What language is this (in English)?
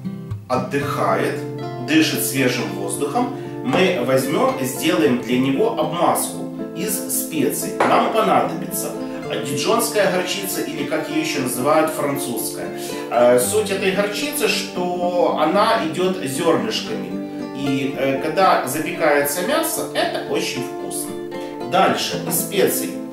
Russian